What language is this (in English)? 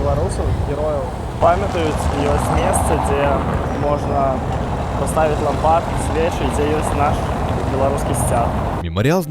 Belarusian